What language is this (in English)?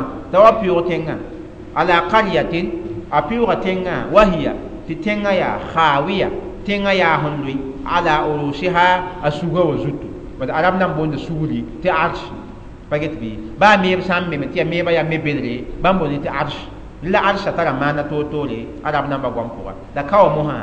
Mossi